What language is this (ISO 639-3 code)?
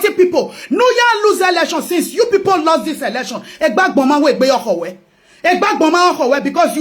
pcm